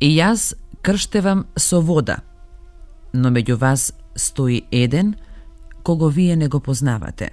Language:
Macedonian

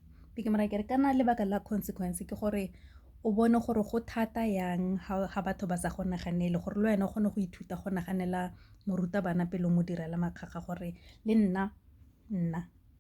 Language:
Tswana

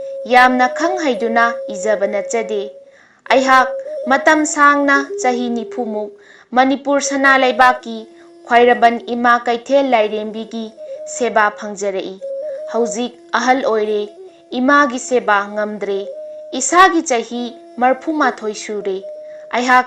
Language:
Manipuri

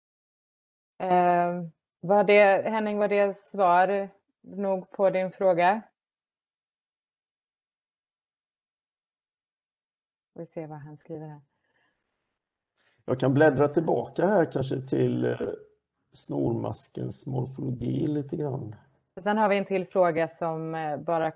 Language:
Swedish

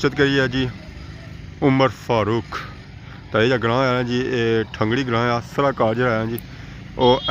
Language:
Pahari-Potwari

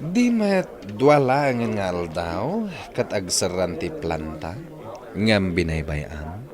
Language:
Iloko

